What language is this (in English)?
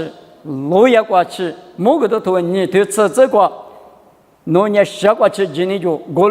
Lisu